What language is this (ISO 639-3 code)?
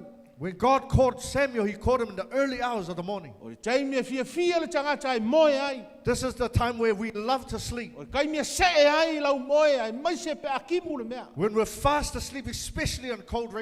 smo